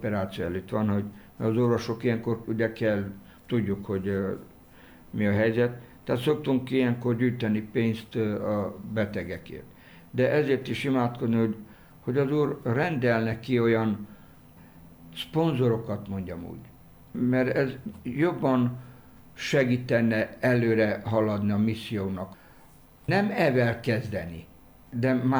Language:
Hungarian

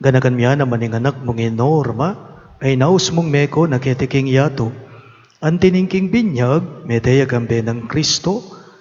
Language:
Pampanga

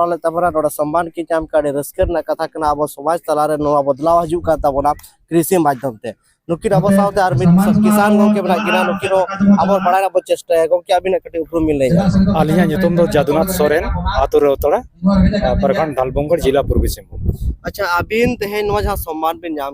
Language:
Santali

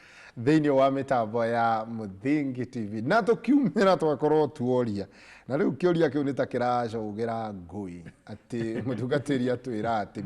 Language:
Kikuyu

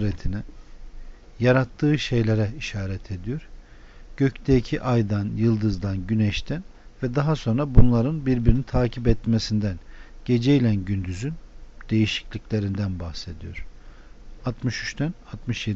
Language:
Turkish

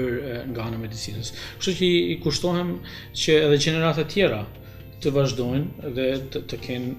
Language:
Albanian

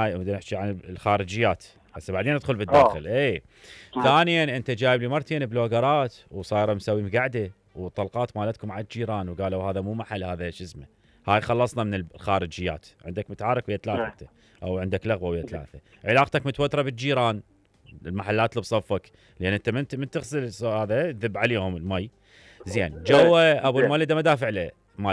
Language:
Mesopotamian Arabic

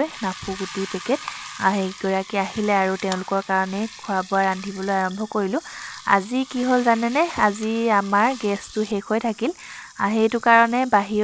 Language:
Assamese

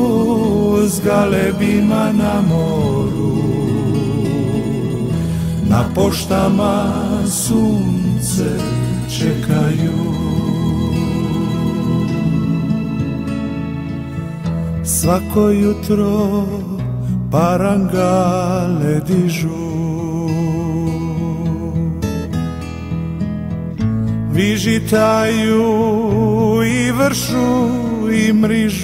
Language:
Croatian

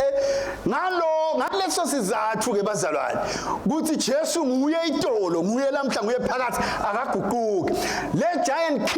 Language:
Swati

